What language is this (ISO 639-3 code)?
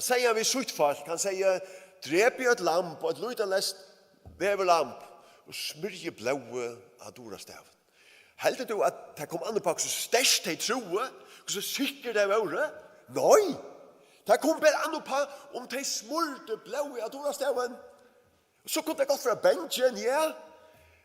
fao